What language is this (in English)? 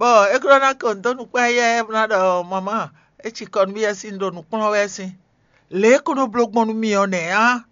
Fon